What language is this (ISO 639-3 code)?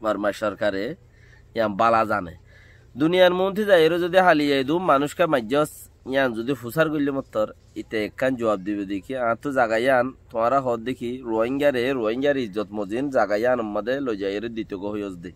rhg